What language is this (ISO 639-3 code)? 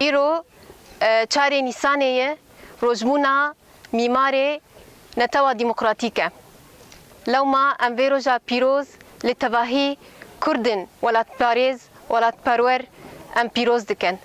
kur